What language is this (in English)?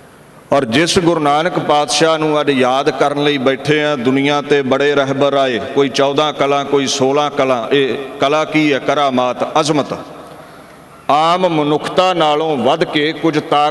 Punjabi